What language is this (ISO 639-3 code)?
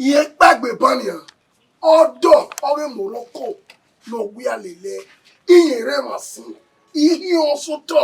bin